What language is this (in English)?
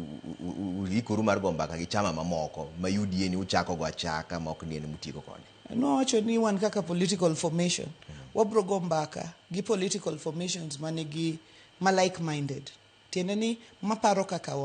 Luo (Kenya and Tanzania)